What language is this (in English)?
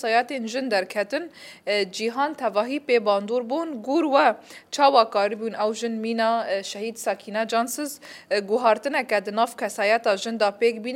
Kurdish